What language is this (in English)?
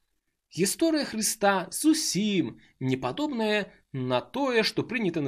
Belarusian